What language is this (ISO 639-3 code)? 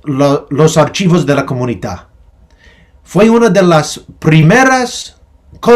lad